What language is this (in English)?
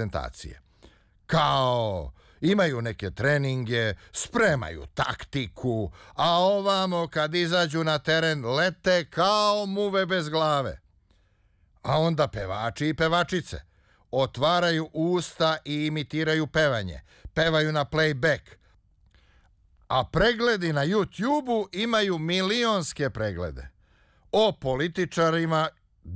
Serbian